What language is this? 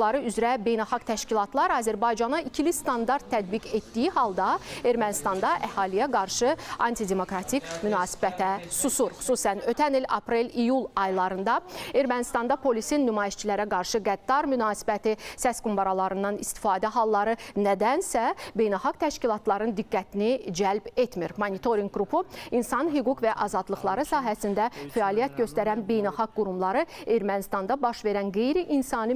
Azerbaijani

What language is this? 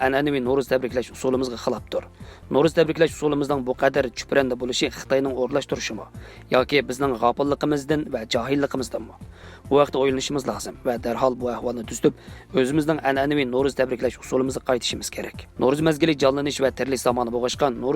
Uyghur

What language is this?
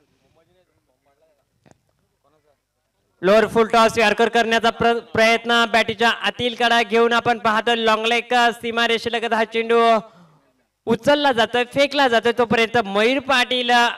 Marathi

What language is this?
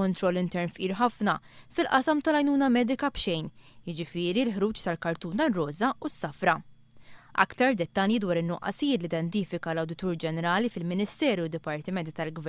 Maltese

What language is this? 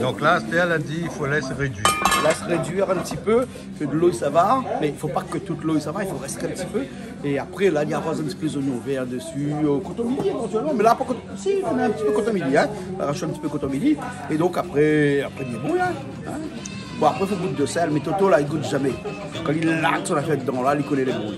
Réunion Creole French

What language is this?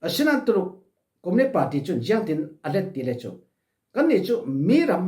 Falam Chin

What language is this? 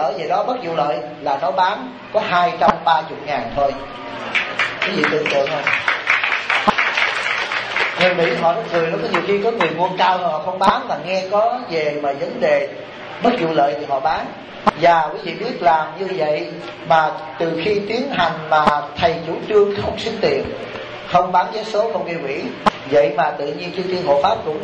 Vietnamese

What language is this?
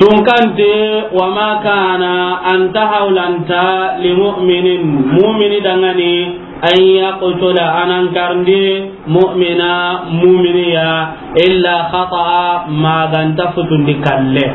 Soninke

